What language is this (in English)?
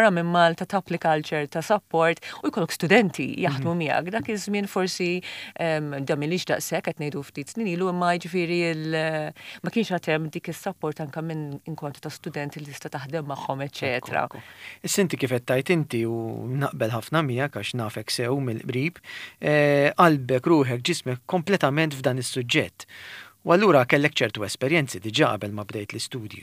Maltese